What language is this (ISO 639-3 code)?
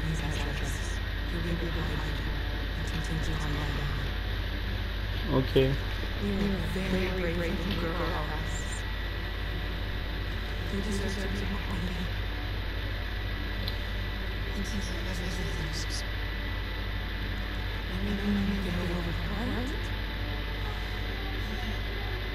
hin